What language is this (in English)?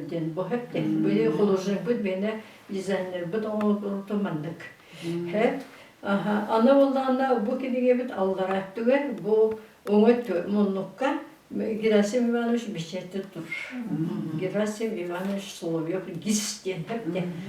Yakut